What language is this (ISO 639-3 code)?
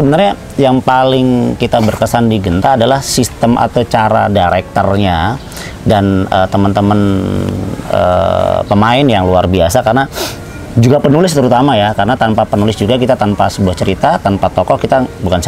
ind